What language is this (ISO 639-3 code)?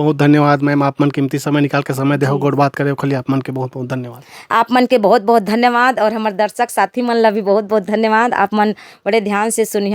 hne